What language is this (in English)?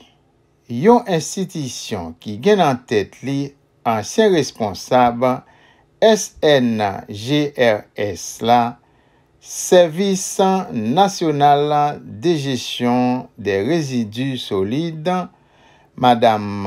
Haitian Creole